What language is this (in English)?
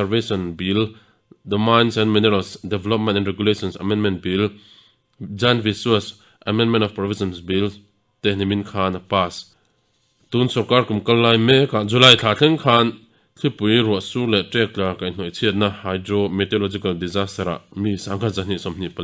Mizo